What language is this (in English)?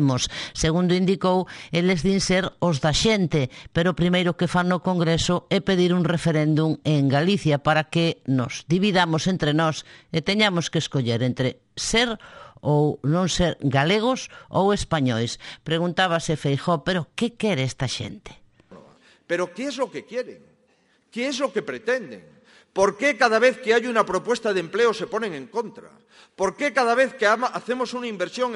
Galician